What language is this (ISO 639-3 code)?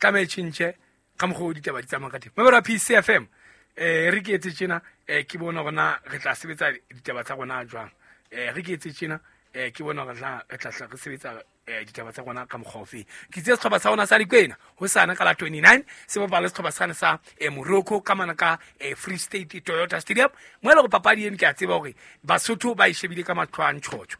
sot